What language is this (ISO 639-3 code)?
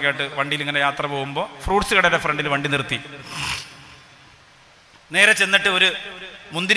mal